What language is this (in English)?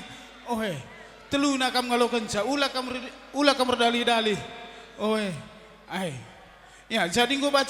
Batak Karo